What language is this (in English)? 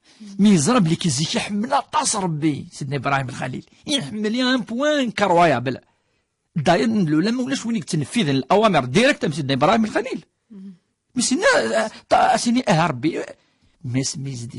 Kabyle